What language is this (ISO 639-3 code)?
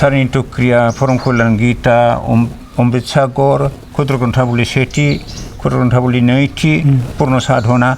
brx